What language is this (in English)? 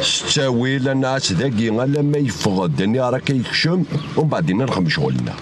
Kabyle